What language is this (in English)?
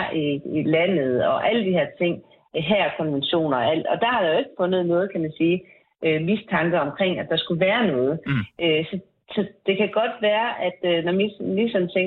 Danish